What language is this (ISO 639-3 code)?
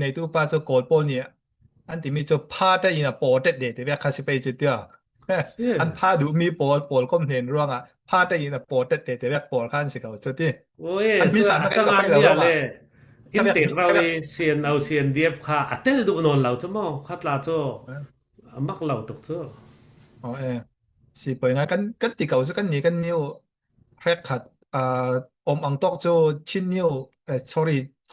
cfm